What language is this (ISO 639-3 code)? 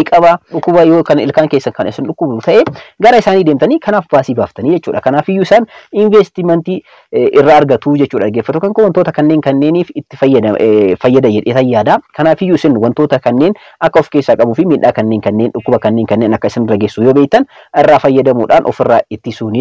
orm